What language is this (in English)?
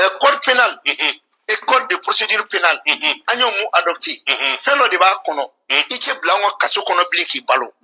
Bambara